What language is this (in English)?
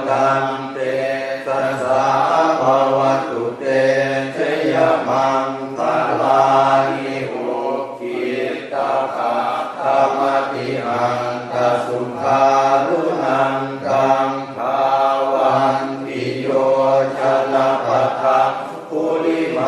Pali